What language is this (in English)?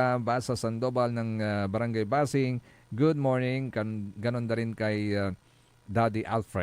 Pangasinan